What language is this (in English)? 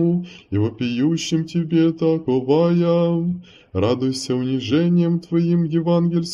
Russian